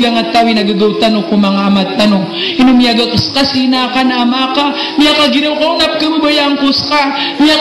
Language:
Maranao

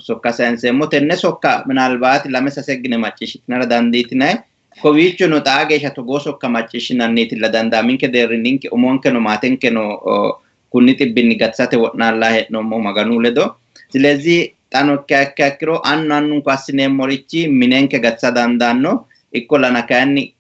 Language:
Sidamo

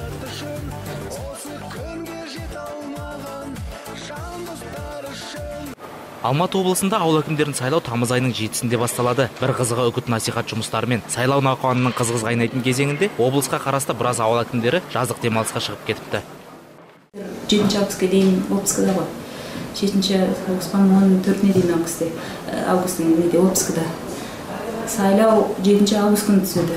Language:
Kazakh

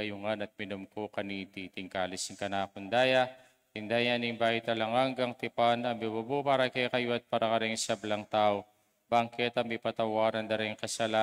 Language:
Pampanga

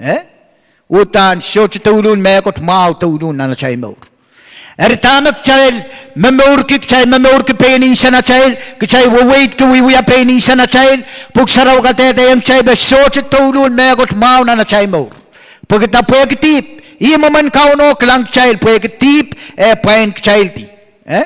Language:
Pohnpeian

